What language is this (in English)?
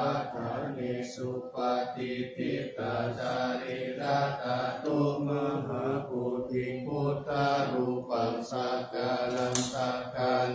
Pali